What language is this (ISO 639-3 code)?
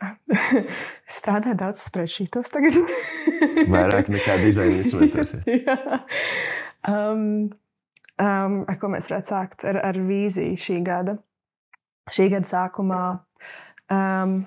lav